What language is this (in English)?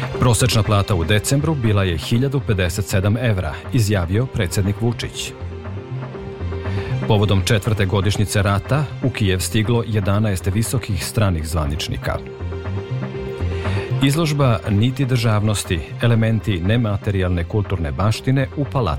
Serbian